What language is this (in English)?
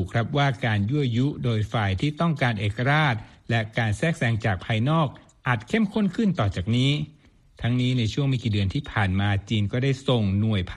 Thai